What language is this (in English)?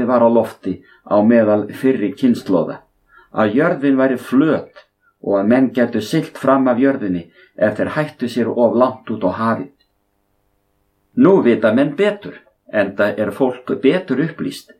Icelandic